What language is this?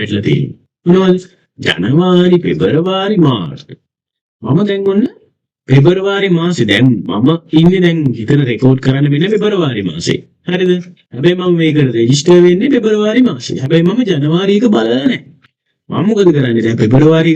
Sinhala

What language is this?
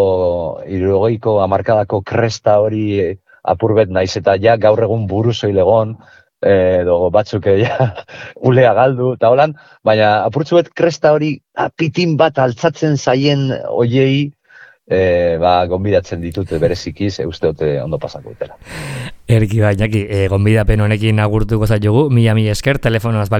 Basque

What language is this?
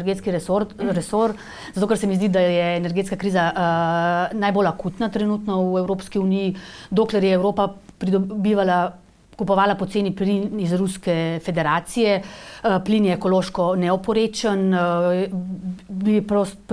Slovenian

